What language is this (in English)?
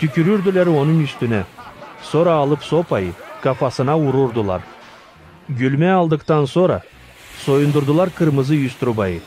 Gagauz